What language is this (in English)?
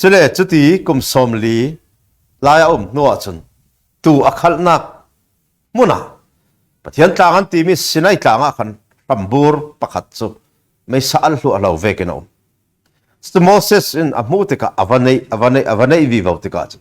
Falam Chin